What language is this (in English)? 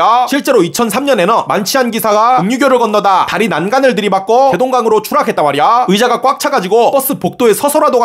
Korean